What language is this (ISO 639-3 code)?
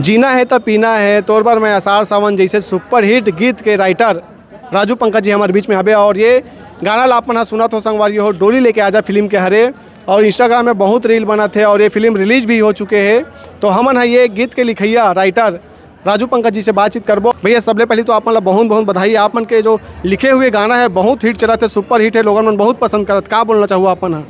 hne